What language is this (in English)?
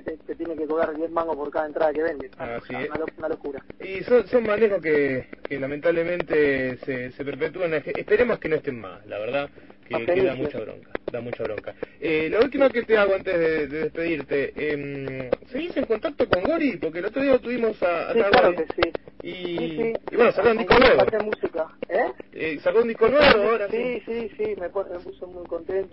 Spanish